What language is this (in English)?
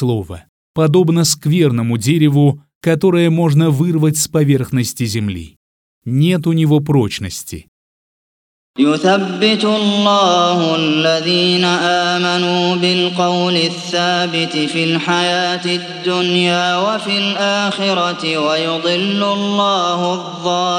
Russian